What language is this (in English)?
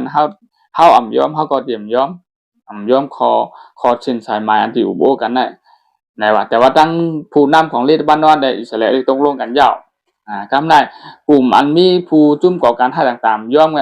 Shan